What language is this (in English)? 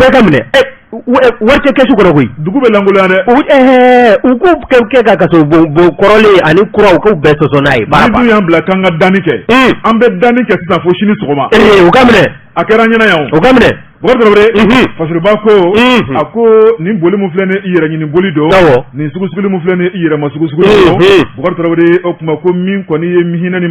Bambara